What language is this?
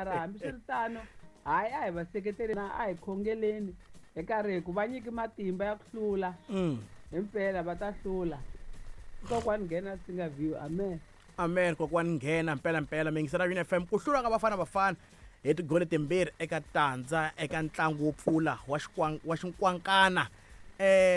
Tsonga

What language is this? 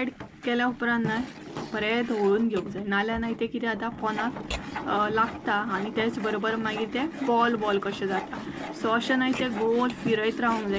Konkani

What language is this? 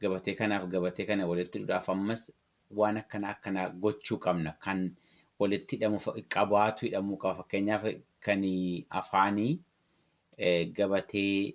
Oromo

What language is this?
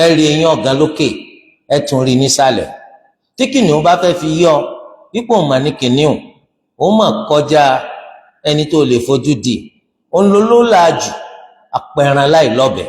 Yoruba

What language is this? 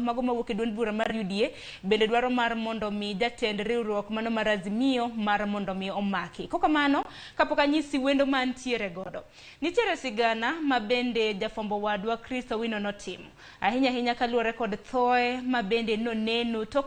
Luo (Kenya and Tanzania)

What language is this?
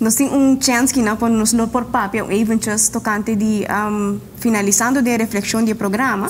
Papiamento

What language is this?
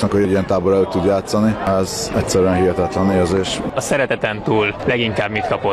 Hungarian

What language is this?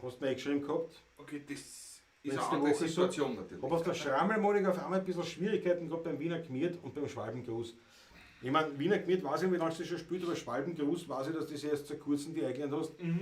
Bavarian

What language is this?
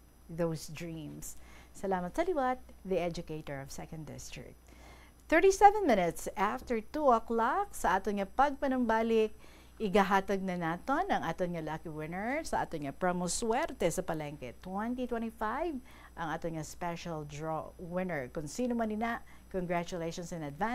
Hiligaynon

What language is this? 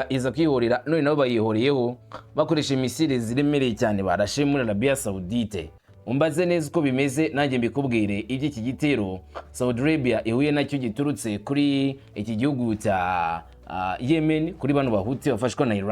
Kinyarwanda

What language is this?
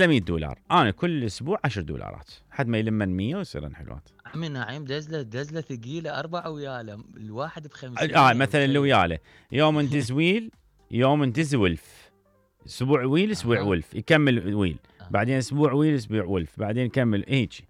Mesopotamian Arabic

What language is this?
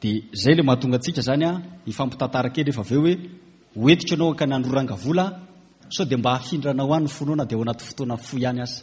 Malagasy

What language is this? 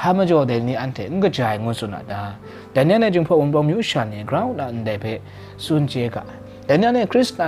Kachin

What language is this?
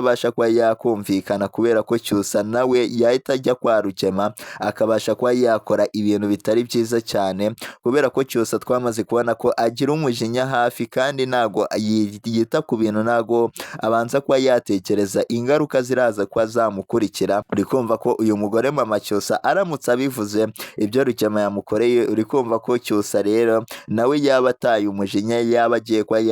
Kinyarwanda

